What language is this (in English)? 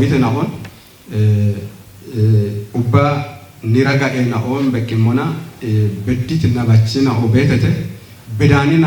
Kafa